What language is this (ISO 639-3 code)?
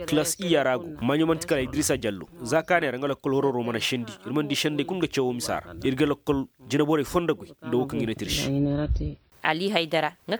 ses